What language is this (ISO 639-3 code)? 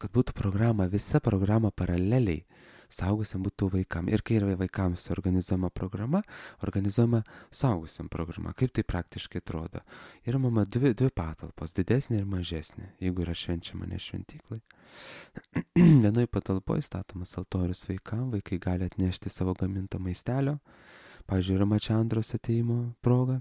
lit